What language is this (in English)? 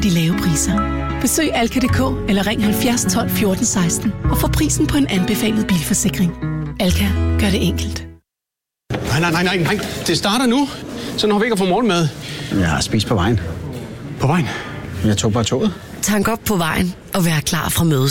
Danish